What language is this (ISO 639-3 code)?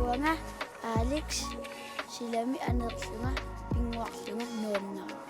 kal